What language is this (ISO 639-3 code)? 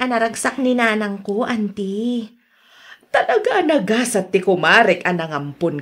ilo